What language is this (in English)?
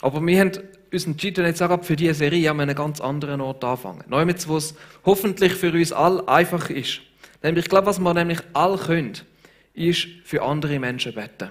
Swiss German